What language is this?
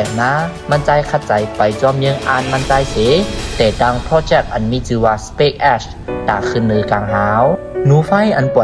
Shan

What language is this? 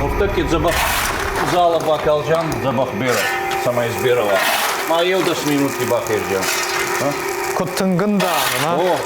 Ossetic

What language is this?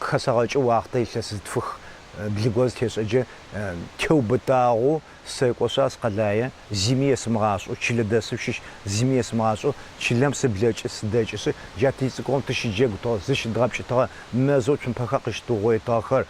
Adyghe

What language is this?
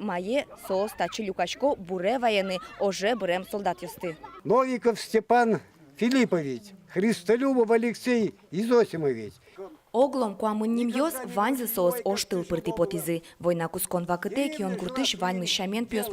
Udmurt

